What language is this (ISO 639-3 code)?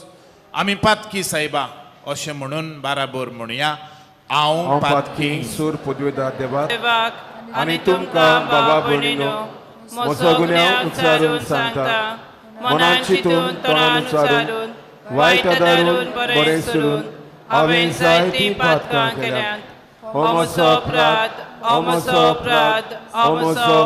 kok